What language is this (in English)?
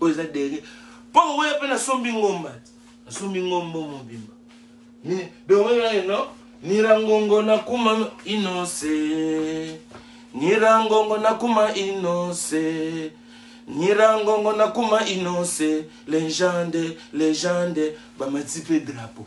Lingala